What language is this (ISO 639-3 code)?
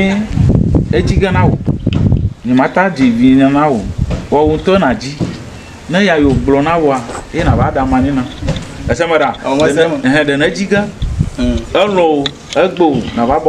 ewe